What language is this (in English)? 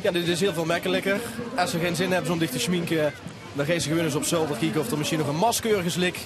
Limburgish